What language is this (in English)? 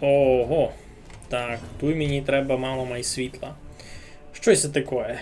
Rusyn